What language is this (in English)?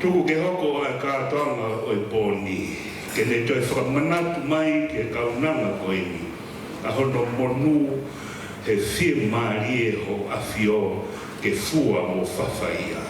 Tongan